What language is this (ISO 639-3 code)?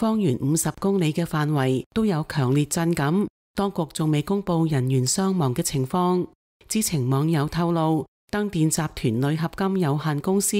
yue